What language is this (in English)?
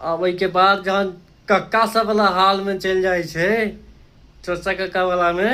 Maithili